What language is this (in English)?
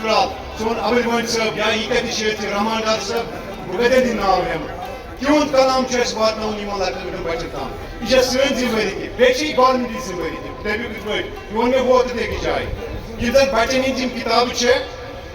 Kashmiri